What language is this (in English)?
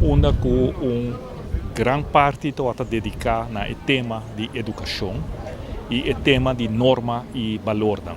Papiamento